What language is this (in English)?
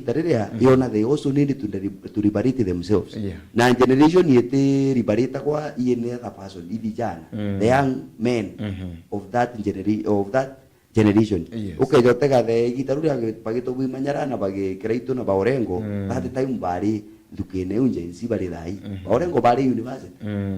Meru